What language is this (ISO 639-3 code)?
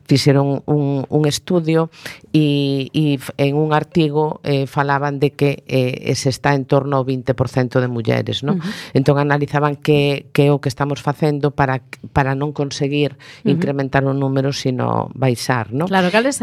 glg